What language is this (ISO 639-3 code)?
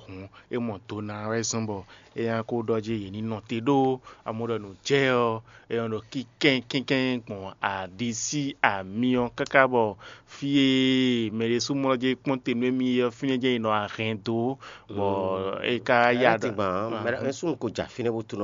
fon